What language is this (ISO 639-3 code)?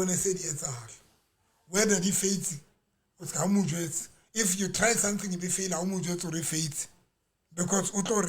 sot